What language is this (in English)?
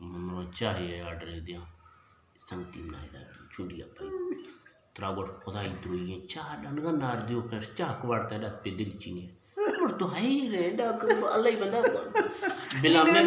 Eastern Balochi